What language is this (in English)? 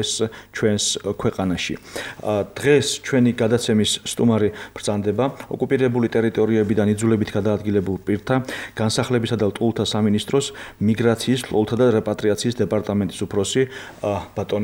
Georgian